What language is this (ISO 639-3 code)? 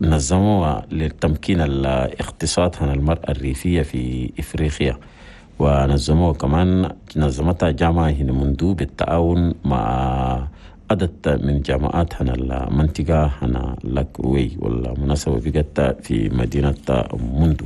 shu